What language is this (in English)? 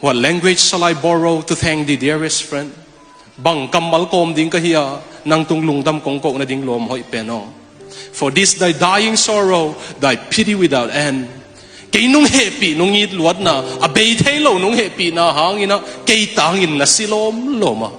Tedim Chin